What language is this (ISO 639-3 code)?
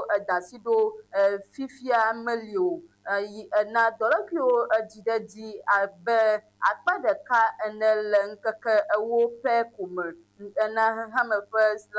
ewe